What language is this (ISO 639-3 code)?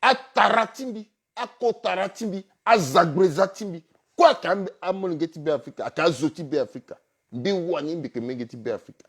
sag